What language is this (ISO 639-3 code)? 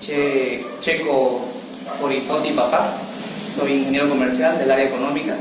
gui